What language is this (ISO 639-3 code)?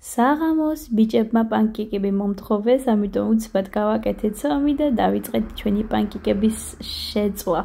kat